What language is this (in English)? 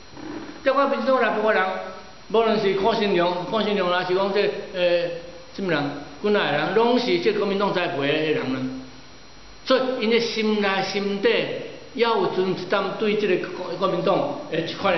Min Nan Chinese